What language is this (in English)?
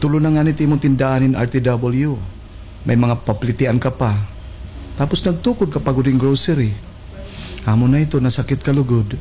Waray